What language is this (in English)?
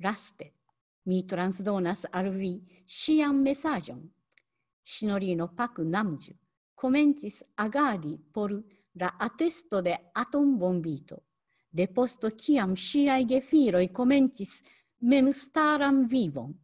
Esperanto